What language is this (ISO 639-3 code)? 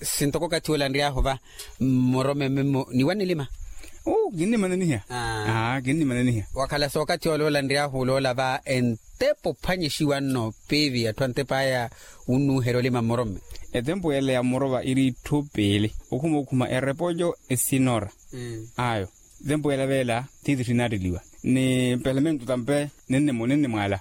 vmw